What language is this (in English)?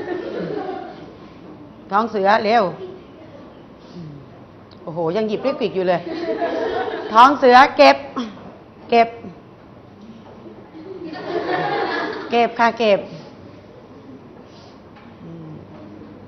Thai